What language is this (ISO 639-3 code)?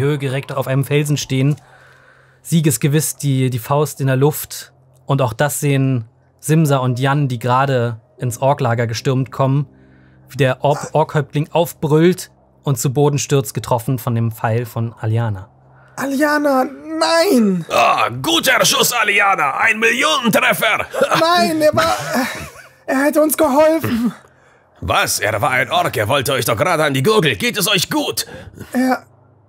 deu